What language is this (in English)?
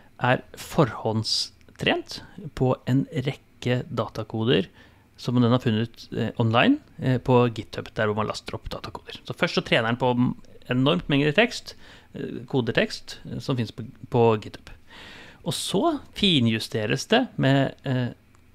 Norwegian